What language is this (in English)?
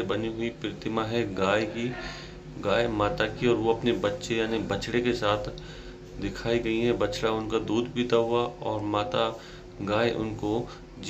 Hindi